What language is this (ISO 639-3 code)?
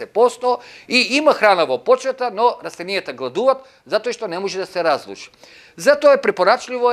mkd